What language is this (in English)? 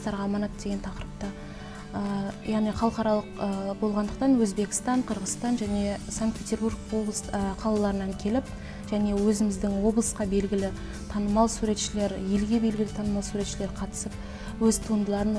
Kazakh